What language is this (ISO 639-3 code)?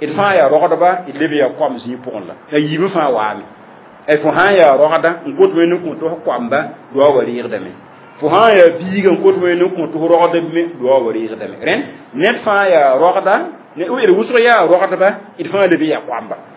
mos